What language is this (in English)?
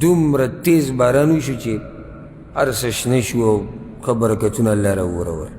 Pashto